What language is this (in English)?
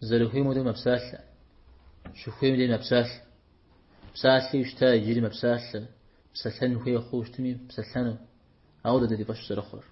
Kabardian